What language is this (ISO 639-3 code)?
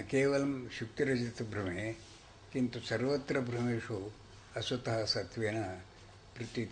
san